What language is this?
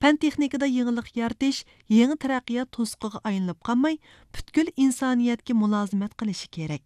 Uyghur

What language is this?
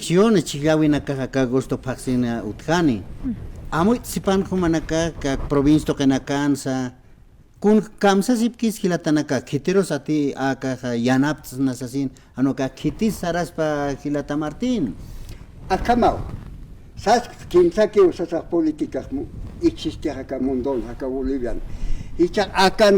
Aymara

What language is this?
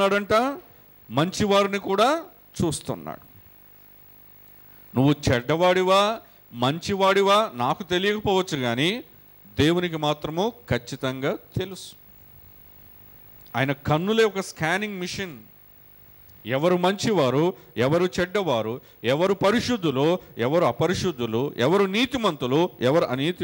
Telugu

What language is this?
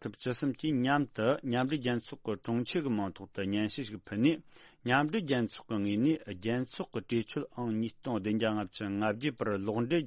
Tibetan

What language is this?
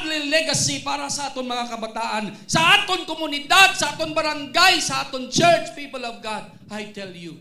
Hiligaynon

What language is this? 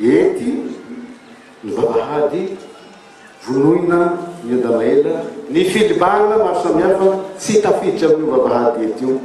Malagasy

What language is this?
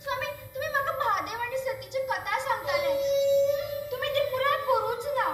Konkani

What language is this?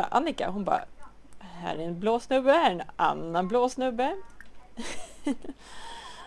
Swedish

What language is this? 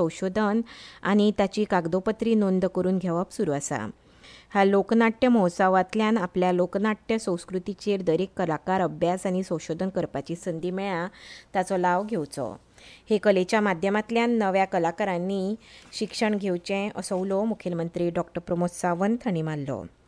Konkani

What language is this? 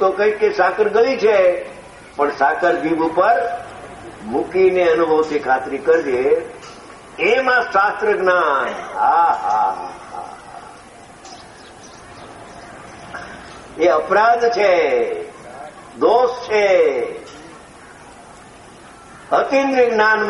Gujarati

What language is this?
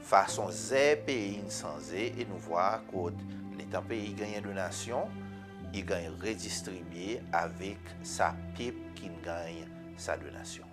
Seselwa Creole French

